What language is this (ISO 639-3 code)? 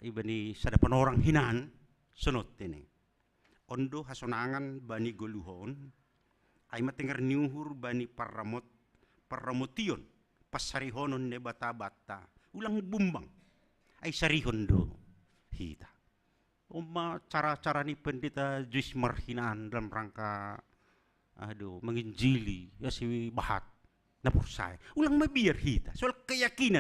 bts